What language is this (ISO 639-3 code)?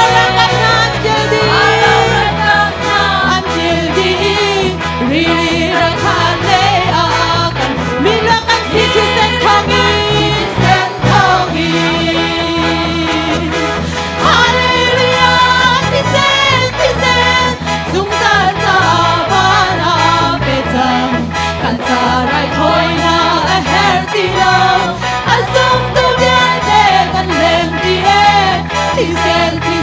cnh